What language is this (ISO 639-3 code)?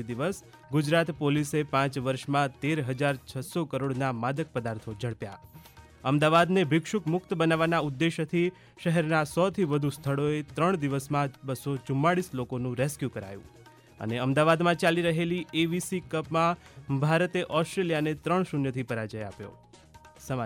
guj